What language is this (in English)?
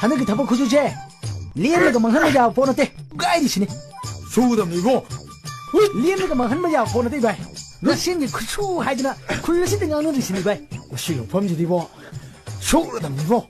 Manipuri